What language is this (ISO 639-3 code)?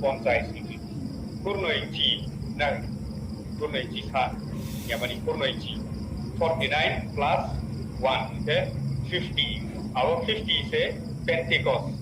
ria